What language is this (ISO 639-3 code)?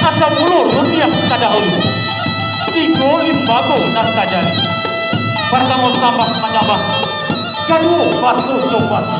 min